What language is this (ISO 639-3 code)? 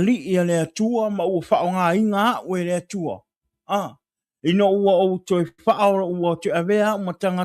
smo